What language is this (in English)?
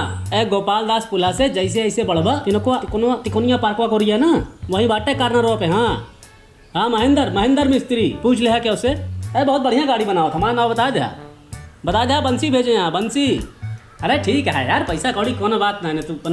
Awadhi